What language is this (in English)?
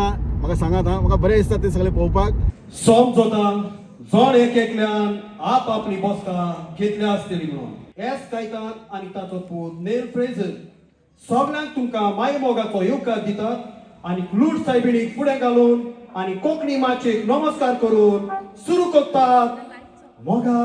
Konkani